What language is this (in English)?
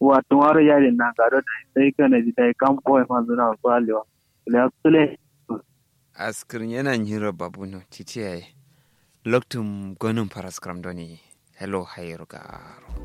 Kanuri